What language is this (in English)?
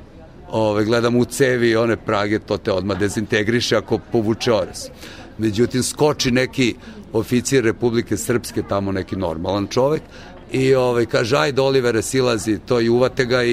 Serbian